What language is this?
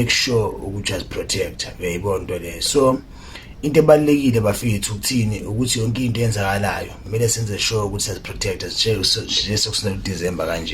Zulu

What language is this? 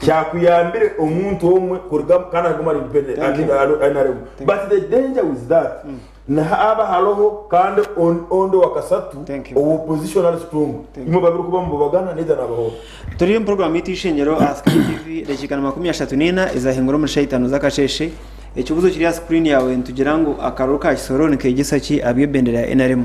Nyankole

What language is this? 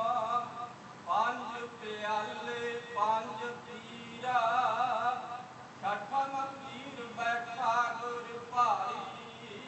Punjabi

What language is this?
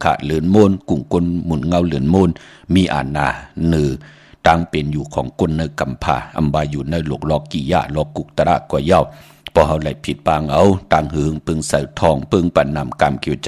Shan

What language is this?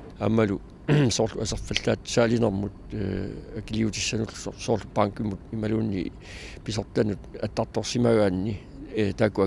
Kalaallisut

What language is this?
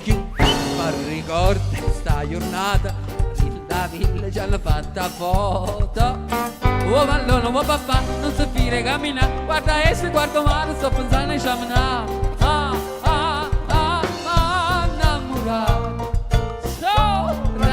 Neapolitan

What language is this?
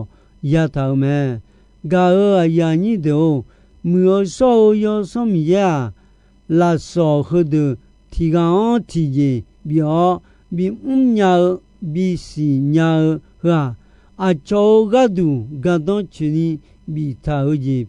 Akha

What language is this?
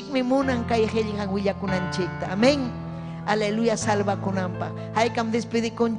Ayacucho Quechua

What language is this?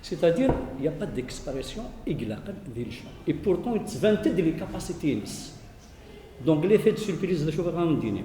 Kabyle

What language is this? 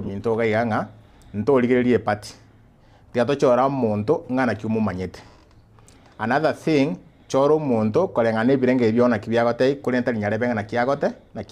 Gusii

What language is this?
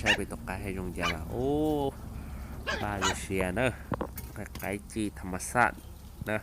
Hmong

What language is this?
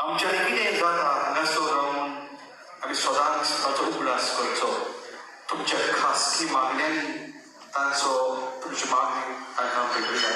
Konkani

